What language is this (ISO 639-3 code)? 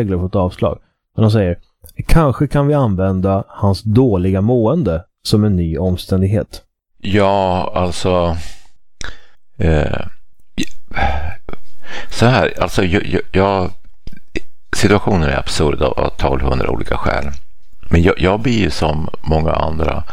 swe